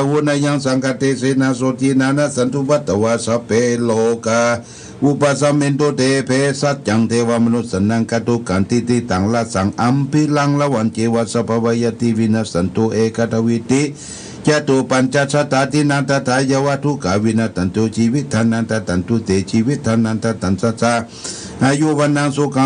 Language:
Pali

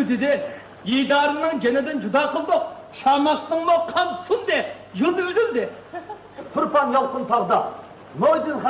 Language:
Uyghur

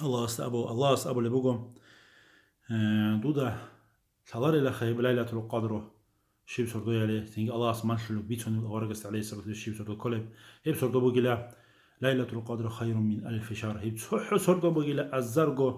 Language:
Avaric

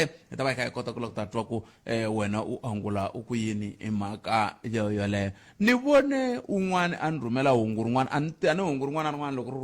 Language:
Tsonga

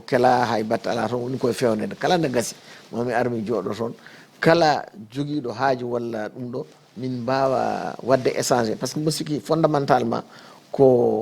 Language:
Fula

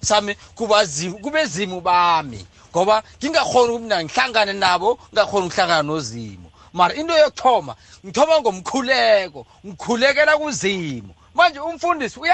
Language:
South Ndebele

